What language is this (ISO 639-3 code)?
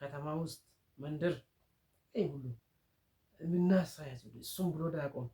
amh